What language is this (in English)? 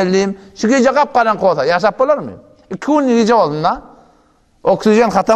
Turkmen